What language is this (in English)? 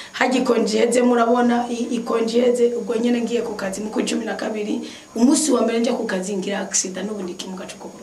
Rundi